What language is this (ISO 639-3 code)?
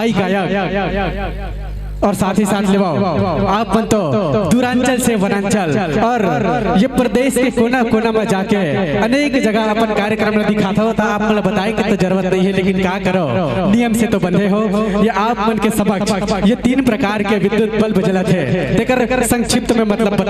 hne